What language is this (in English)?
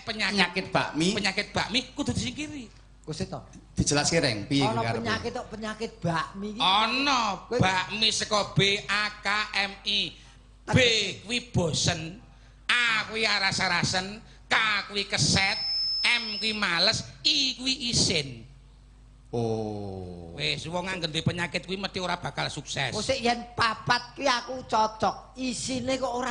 Javanese